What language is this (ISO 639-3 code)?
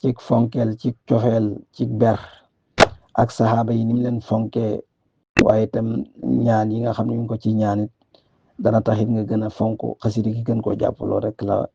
wol